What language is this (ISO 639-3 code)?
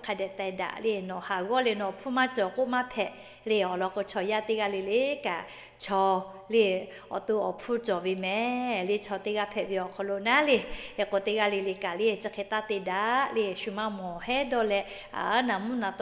lhu